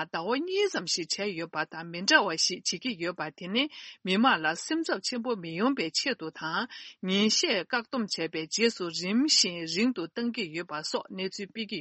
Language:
Tibetan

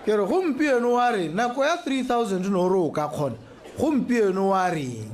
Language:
Tswana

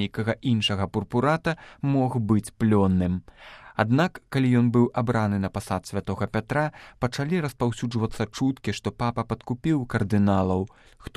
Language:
Belarusian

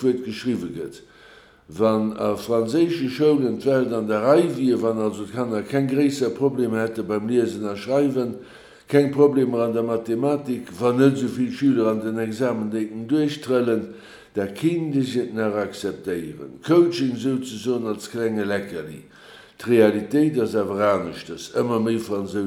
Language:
Luxembourgish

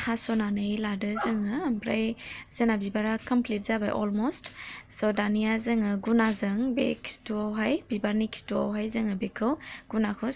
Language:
Bodo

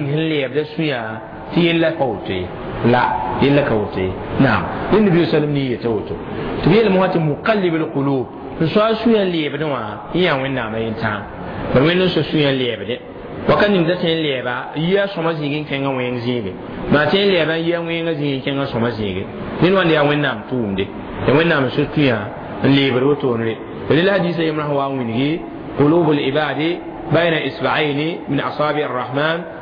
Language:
Mossi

